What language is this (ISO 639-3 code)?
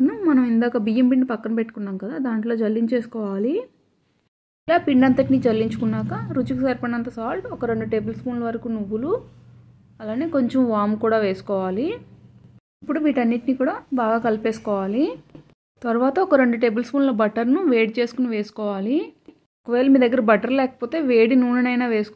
tel